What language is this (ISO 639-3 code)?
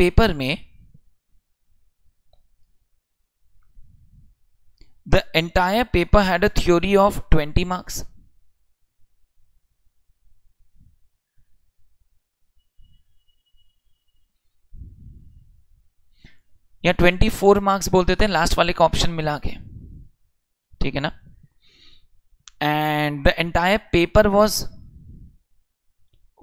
hin